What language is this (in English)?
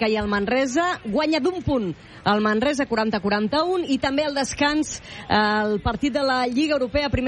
Catalan